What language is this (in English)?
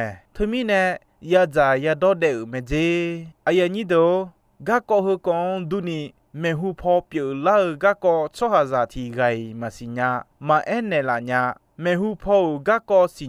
Akha